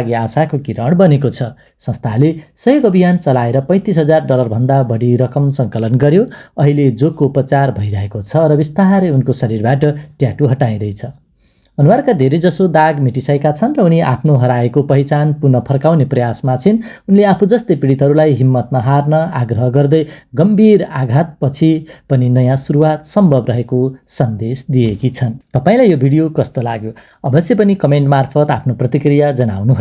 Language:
Nepali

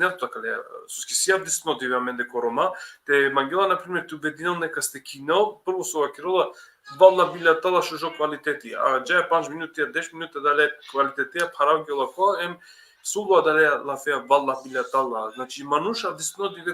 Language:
Balkan Romani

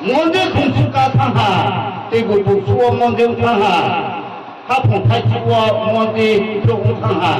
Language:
Riang (India)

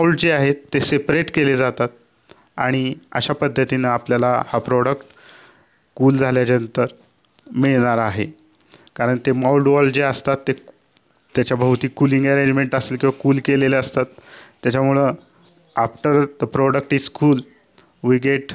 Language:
Marathi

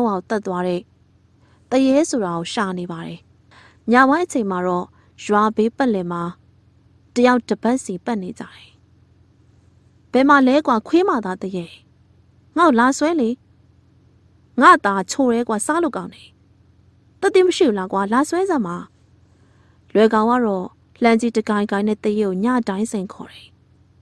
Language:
Burmese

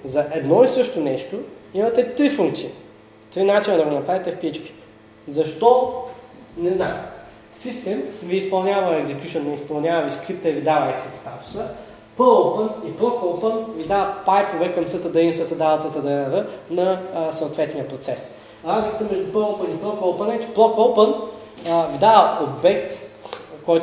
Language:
Bulgarian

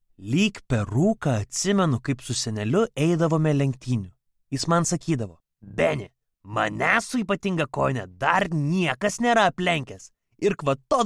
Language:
Lithuanian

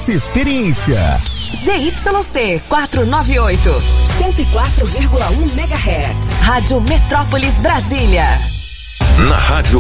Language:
Portuguese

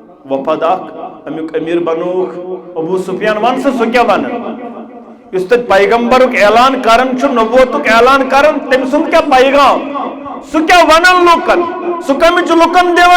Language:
Kashmiri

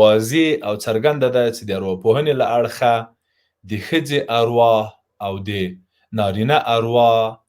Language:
Pashto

